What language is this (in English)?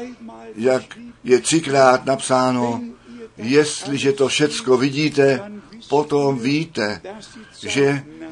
Czech